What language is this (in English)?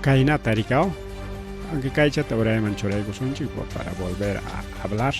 Ayacucho Quechua